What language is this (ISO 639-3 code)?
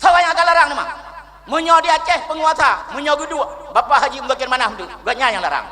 ace